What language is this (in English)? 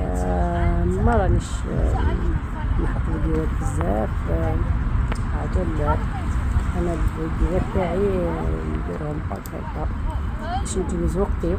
Algerian Arabic